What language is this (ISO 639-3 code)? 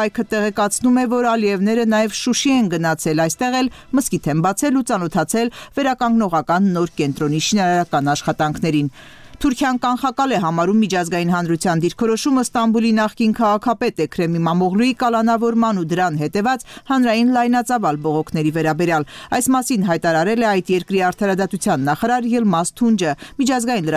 hye